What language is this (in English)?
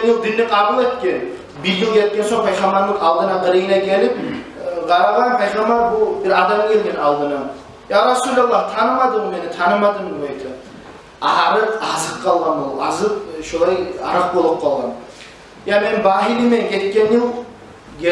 Kumyk